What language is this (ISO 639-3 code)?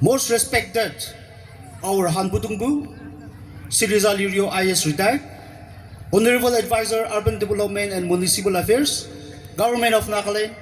yim